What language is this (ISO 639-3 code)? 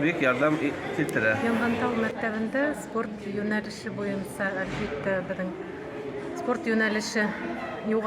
bak